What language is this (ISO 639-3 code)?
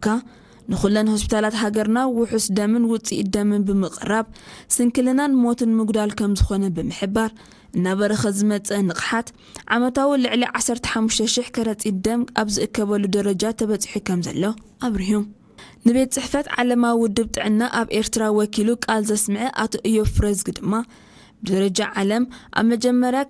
tir